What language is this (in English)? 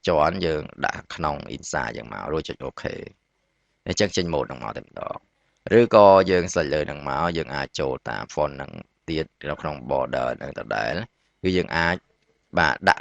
Khmer